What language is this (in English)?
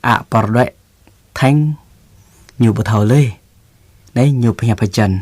Jarai